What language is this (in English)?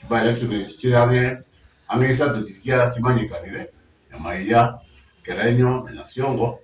Gusii